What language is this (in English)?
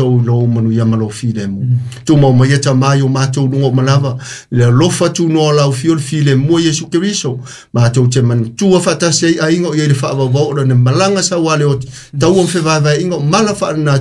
Samoan